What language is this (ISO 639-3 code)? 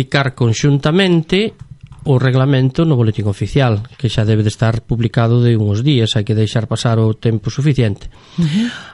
glg